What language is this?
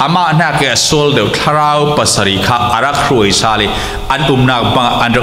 Falam Chin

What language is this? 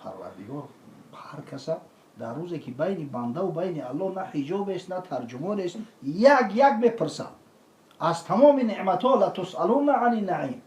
Tajik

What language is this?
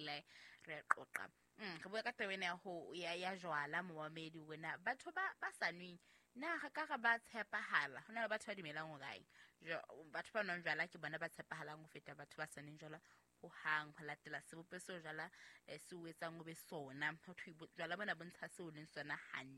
Southern Sotho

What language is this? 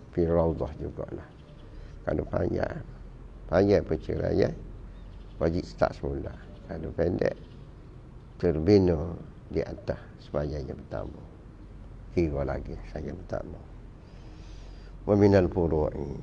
Malay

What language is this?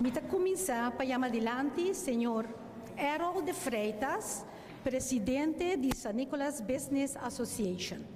Papiamento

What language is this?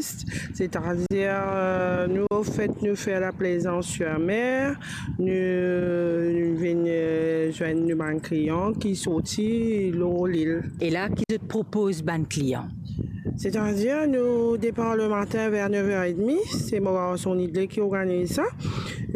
Morisyen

